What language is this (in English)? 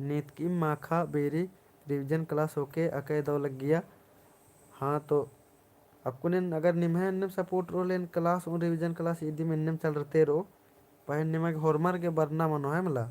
Kurukh